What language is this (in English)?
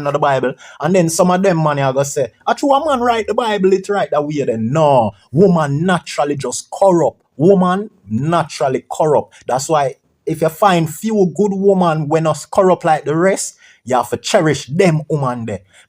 Jamaican Creole English